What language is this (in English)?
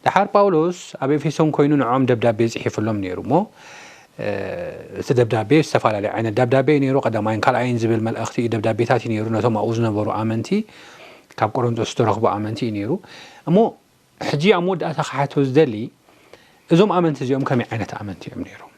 Tigrinya